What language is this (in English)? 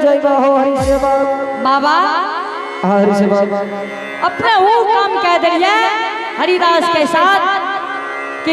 Angika